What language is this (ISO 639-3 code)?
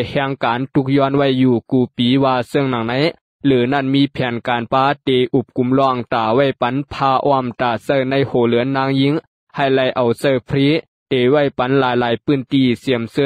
shn